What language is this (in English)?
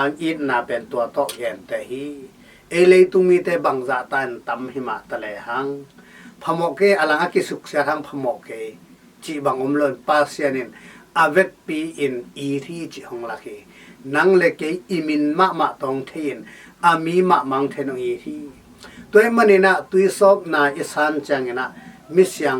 Tedim Chin